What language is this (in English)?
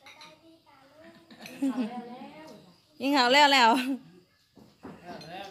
Thai